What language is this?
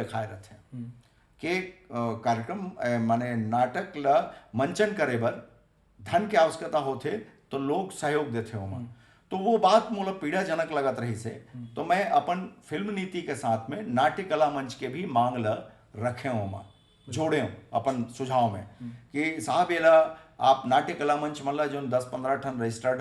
Chhattisgarhi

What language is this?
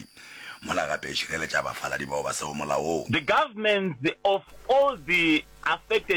Northern Sotho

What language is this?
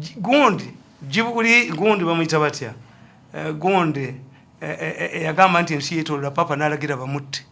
Ganda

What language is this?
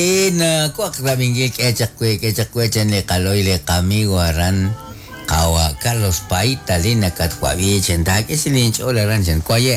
Kekchí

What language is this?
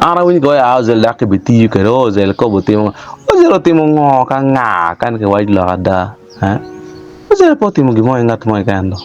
Acoli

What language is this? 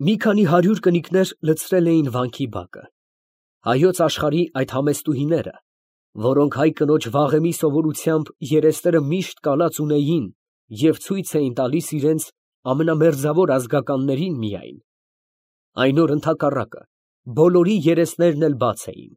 Armenian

